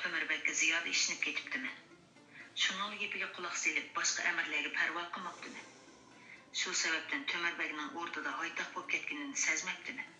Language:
Uyghur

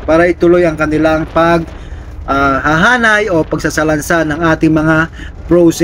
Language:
Filipino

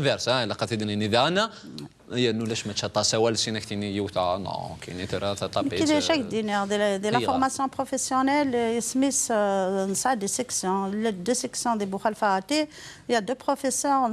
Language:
Kabyle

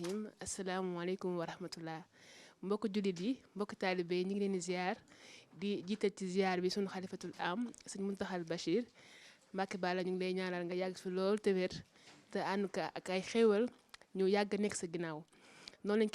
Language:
Wolof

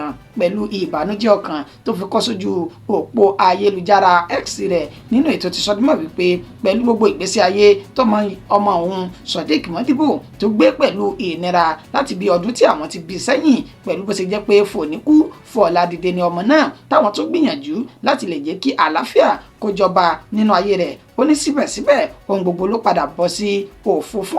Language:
Yoruba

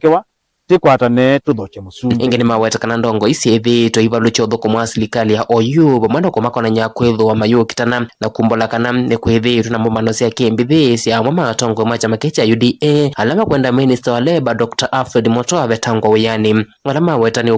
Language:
Kamba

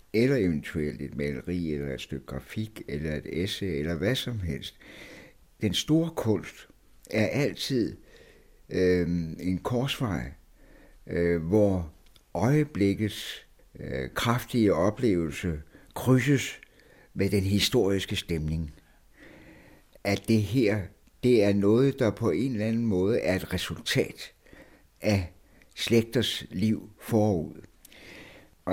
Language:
Danish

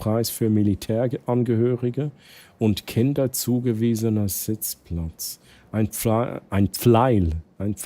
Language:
Swiss German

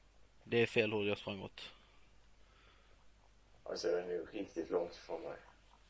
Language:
Swedish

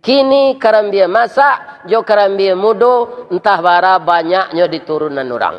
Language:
Minangkabau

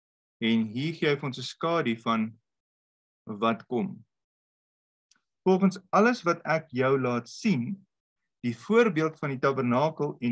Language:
Afrikaans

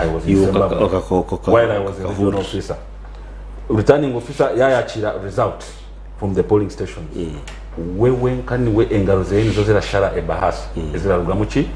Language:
Nyankole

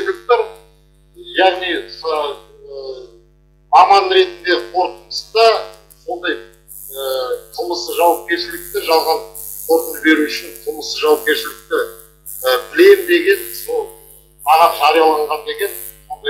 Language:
Kazakh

